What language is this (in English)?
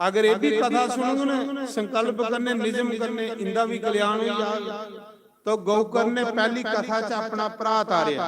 Dogri